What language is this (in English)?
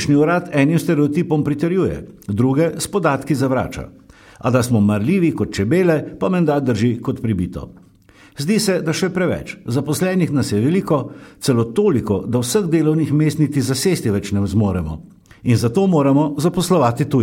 Slovenian